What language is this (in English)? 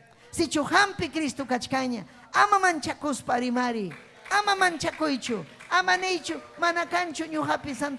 Ayacucho Quechua